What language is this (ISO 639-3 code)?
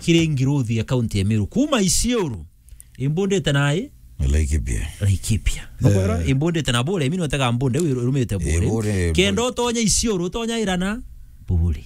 mer